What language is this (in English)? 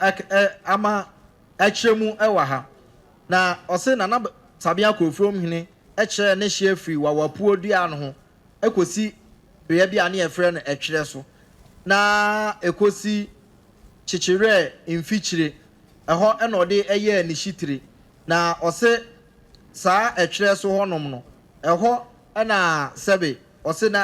Akan